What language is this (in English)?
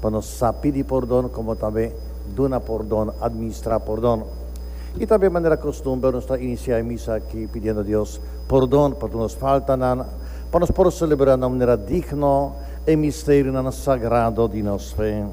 Papiamento